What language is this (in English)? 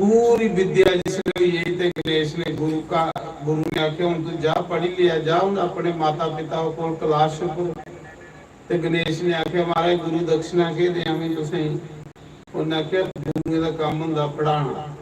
Dogri